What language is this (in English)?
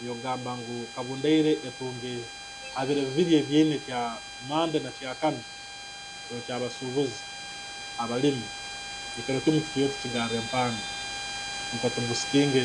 Nyankole